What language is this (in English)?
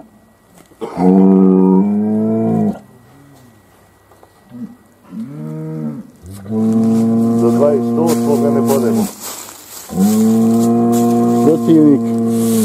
Bosnian